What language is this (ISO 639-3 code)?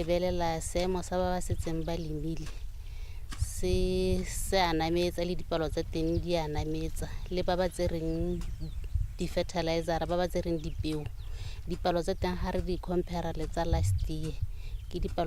tsn